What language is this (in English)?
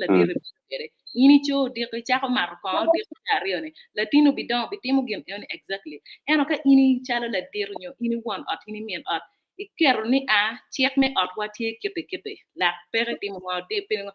Acoli